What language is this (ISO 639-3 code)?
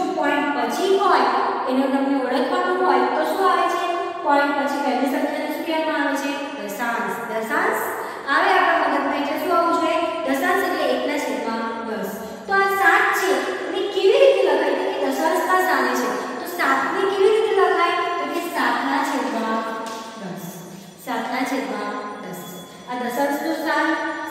guj